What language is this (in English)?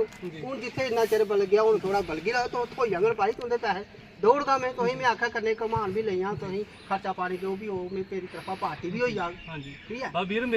Dogri